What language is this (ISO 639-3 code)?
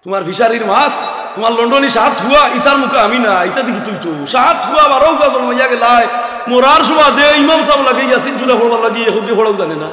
syl